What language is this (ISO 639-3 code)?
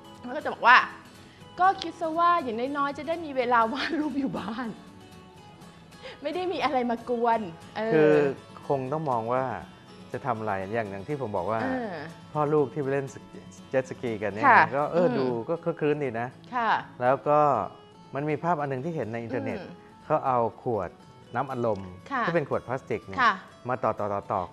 tha